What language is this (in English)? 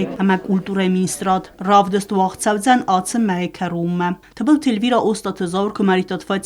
Ossetic